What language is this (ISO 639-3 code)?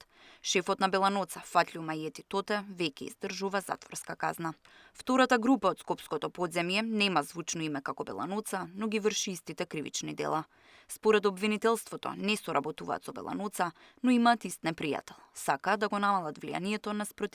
mkd